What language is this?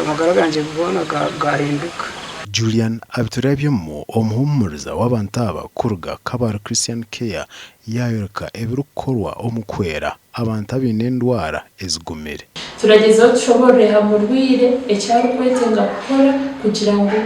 Nyankole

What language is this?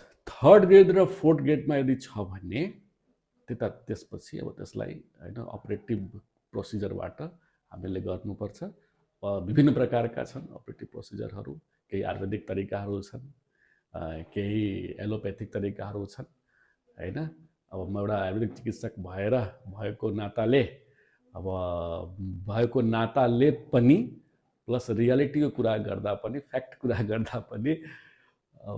Nepali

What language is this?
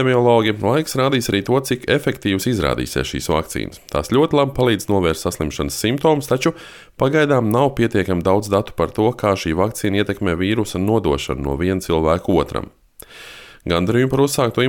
Latvian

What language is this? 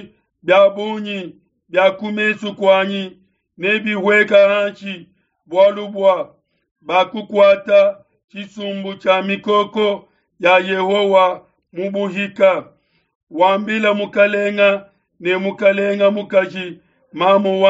Luba-Lulua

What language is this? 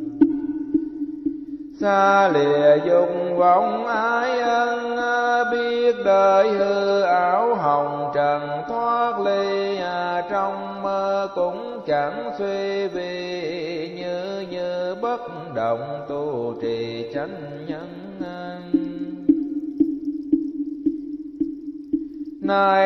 Vietnamese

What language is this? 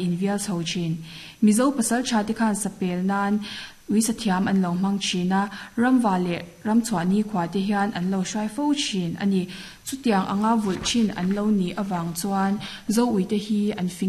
Mizo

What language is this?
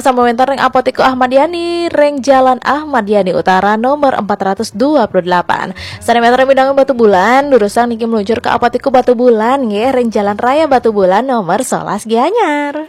Balinese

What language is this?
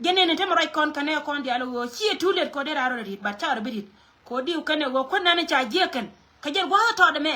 Nuer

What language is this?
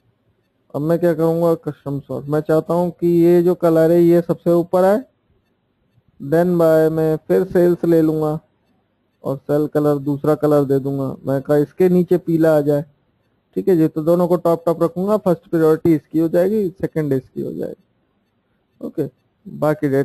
Hindi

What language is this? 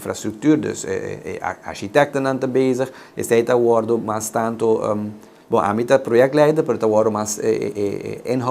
Papiamento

